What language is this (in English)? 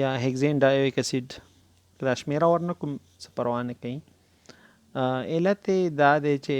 Pashto